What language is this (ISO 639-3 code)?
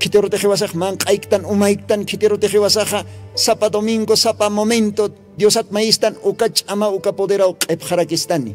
aym